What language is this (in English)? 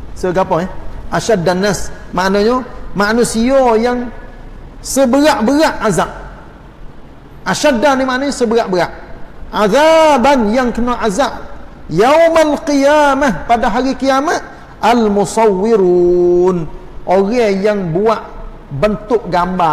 Malay